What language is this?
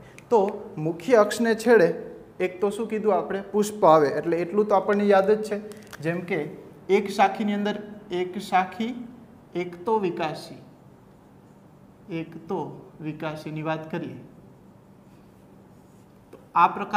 Gujarati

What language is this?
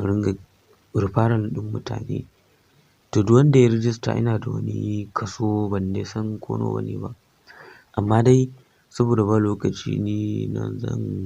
Hausa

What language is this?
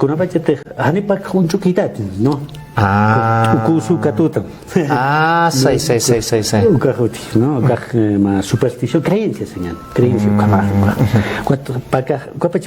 Aymara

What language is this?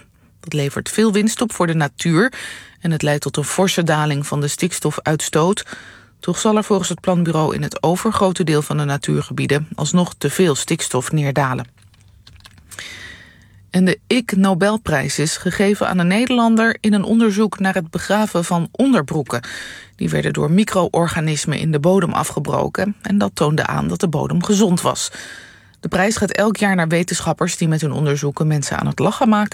Dutch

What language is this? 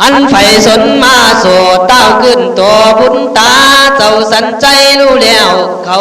Khün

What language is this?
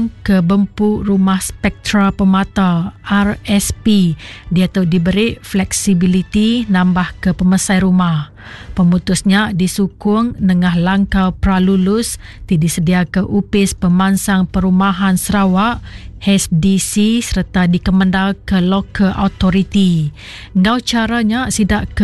Iban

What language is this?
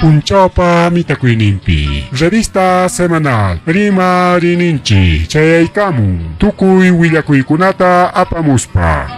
Ayacucho Quechua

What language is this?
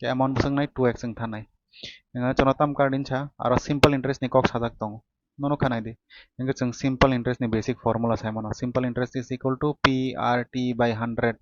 Kok Borok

